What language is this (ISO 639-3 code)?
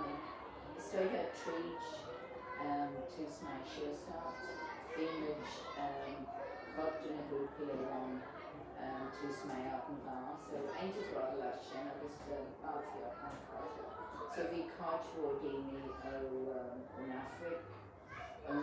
gle